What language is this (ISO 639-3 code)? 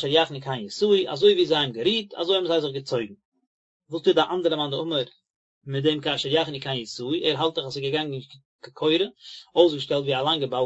yid